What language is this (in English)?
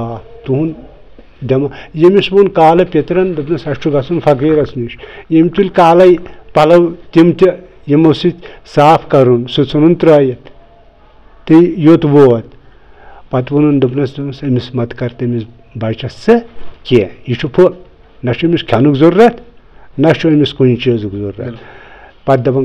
Kashmiri